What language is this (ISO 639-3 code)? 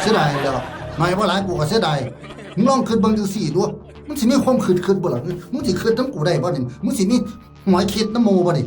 tts